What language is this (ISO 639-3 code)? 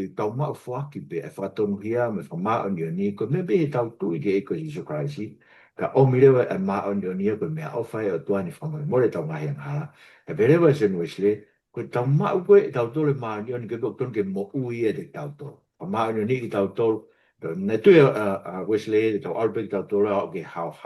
ton